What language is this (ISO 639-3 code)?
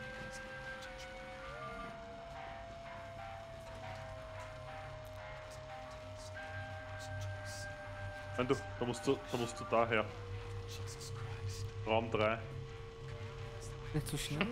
deu